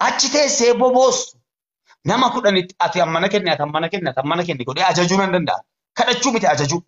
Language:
Oromo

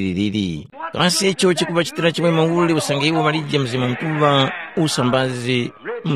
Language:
Tumbuka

